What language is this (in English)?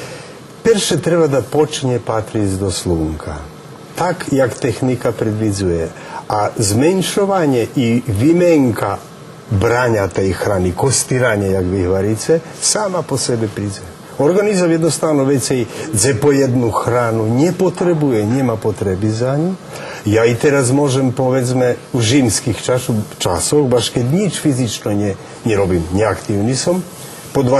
Rusyn